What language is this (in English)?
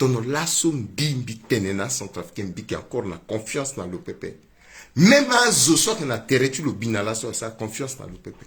Sango